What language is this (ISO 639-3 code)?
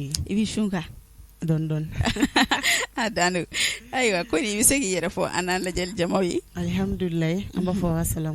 bam